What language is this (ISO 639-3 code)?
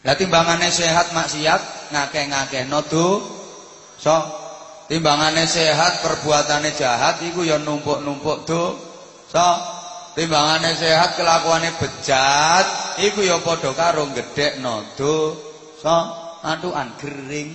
jav